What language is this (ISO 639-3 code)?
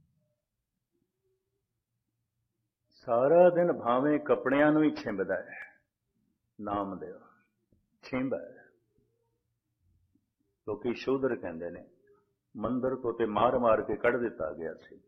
pan